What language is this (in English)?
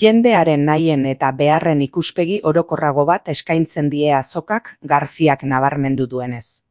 Basque